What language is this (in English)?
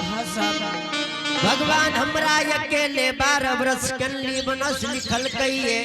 Angika